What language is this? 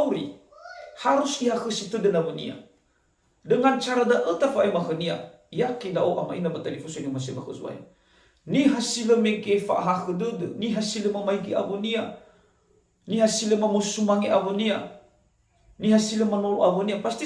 Nias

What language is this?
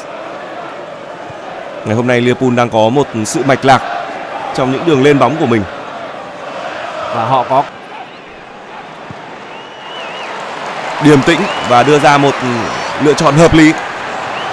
Vietnamese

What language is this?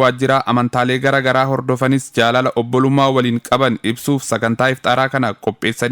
Oromo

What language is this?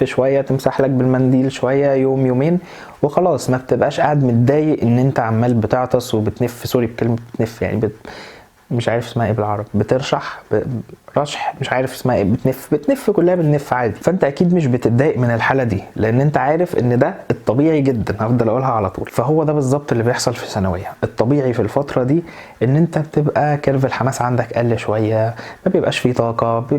Egyptian Arabic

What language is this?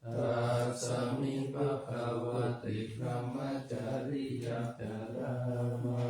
Pali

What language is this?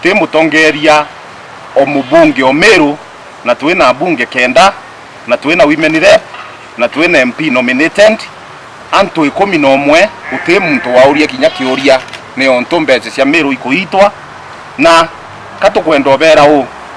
Meru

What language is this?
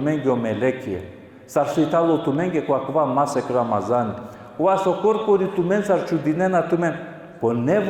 Balkan Romani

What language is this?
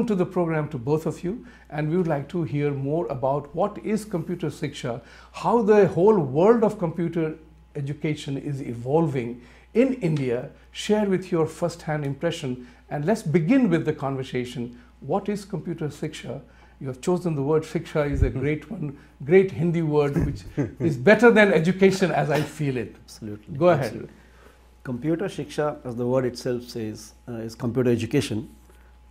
English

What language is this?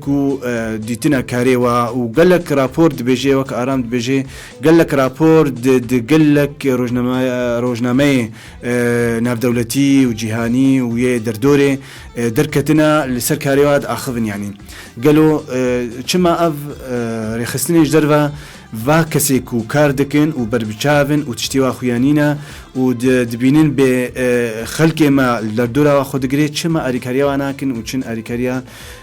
Kurdish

